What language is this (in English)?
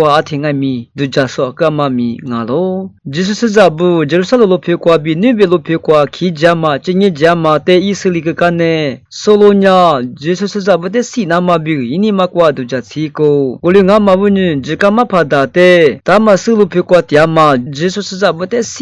Lisu